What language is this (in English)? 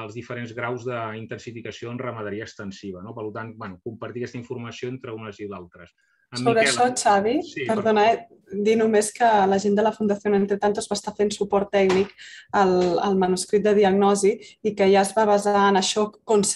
Catalan